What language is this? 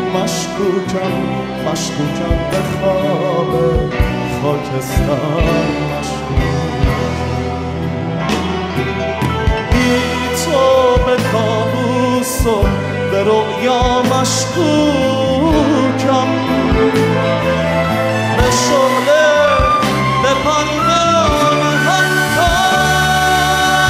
Persian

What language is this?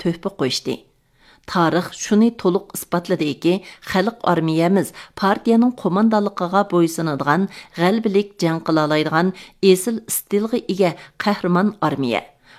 Uyghur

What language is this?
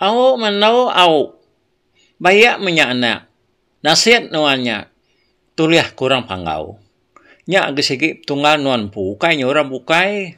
Iban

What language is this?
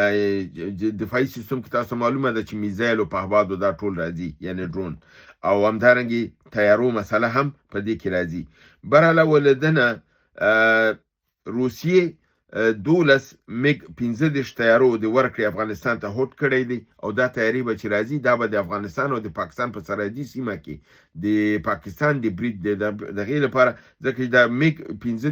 Pashto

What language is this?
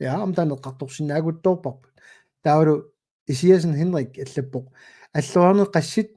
Kalaallisut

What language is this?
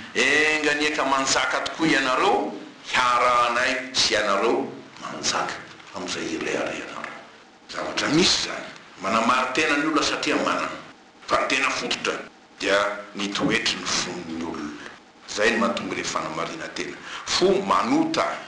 Malagasy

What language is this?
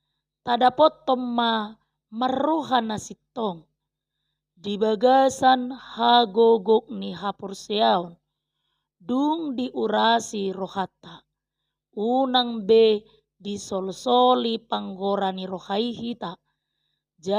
Batak Toba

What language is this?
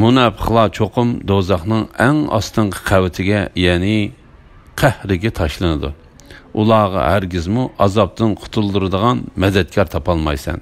Uyghur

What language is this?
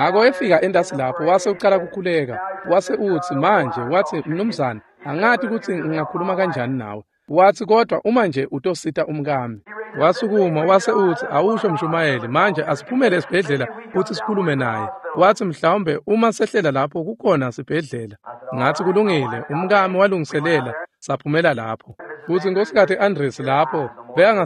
Swati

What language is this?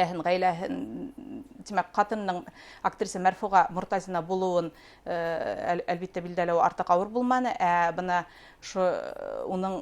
Bashkir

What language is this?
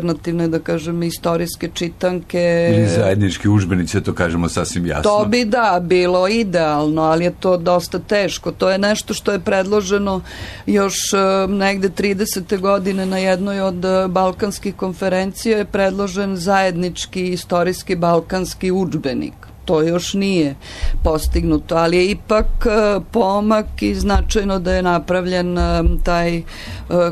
Serbian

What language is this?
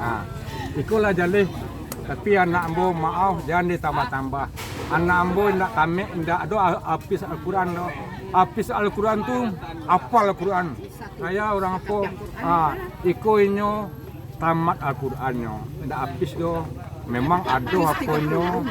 Minangkabau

